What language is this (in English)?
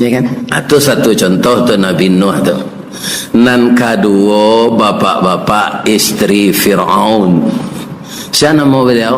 Minangkabau